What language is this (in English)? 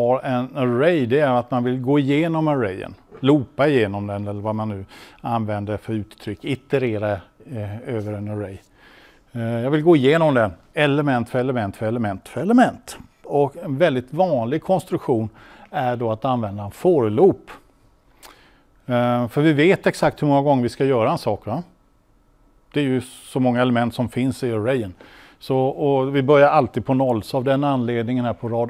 Swedish